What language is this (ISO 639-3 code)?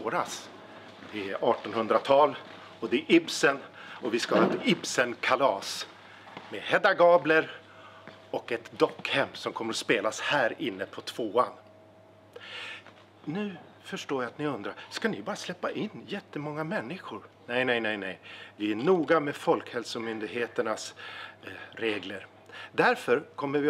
swe